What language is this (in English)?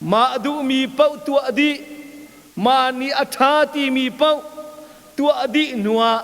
Hakha Chin